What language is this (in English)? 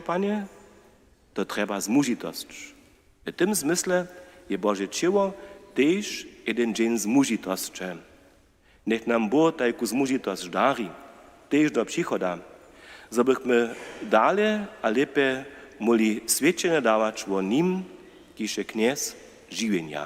Upper Sorbian